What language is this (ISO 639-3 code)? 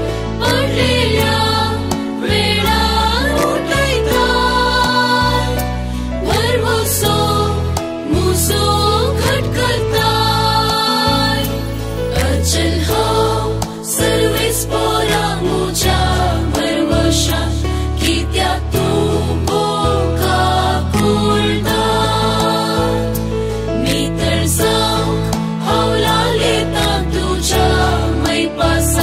kok